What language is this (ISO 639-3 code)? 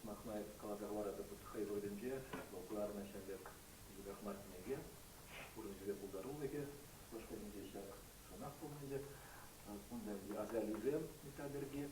chv